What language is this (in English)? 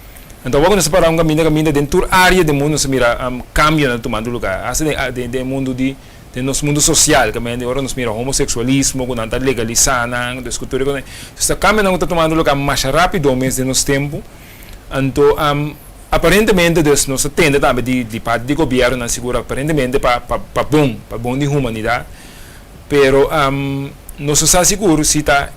Papiamento